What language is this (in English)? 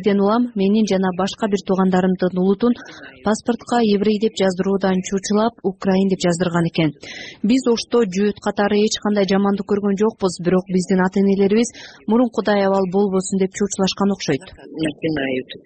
Kyrgyz